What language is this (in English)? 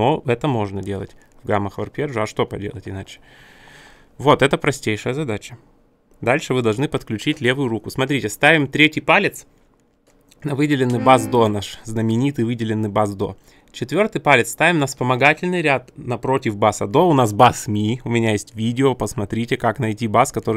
Russian